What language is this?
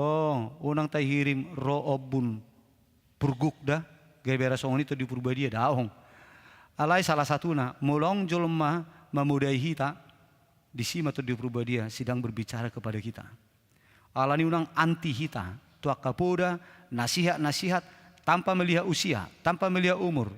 Batak Toba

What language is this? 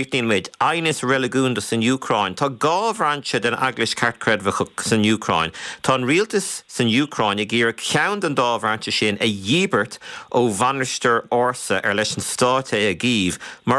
Irish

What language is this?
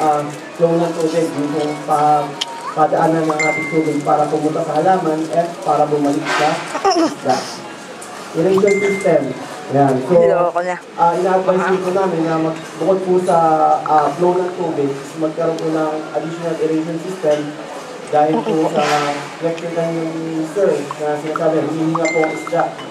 Filipino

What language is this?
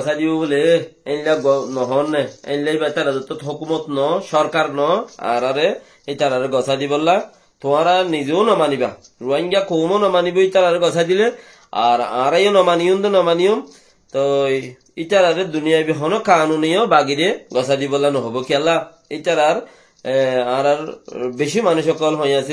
Rohingya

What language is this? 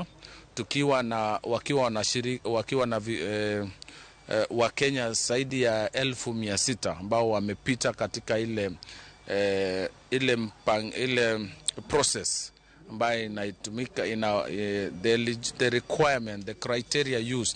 Luo (Kenya and Tanzania)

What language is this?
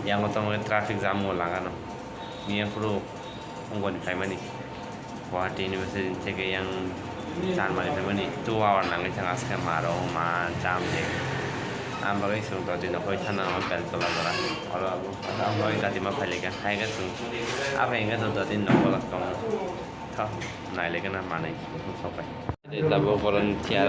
Kok Borok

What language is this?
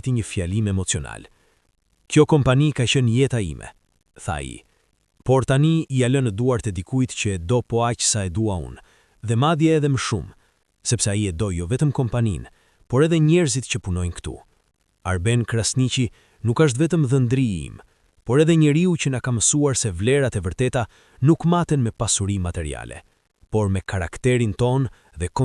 Albanian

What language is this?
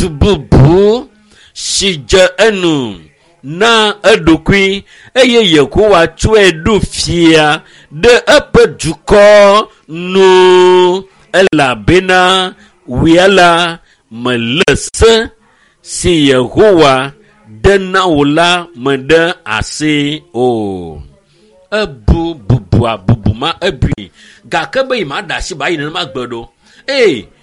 Ewe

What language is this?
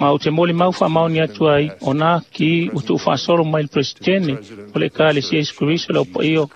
Samoan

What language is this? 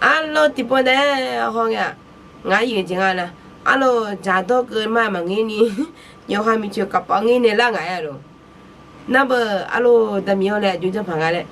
Akha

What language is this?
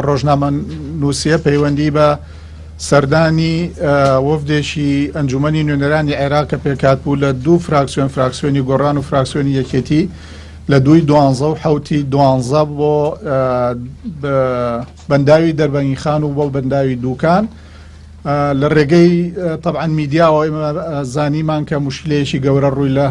Central Kurdish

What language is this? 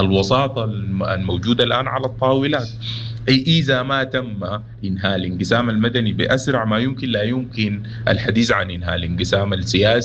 Sudanese Arabic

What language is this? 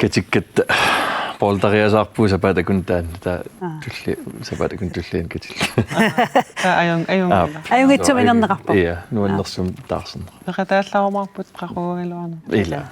Kalaallisut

